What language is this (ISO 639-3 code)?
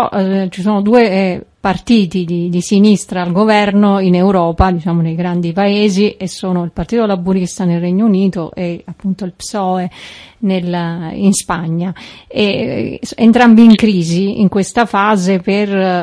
ita